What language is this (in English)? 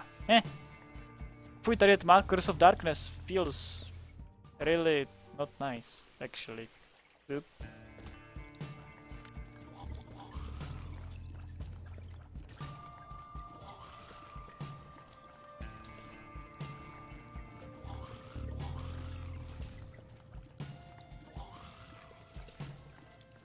Czech